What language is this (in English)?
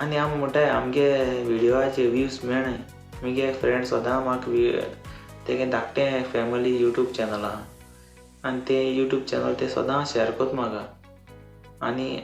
Konkani